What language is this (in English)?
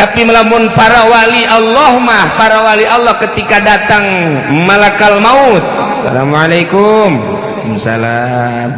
Sundanese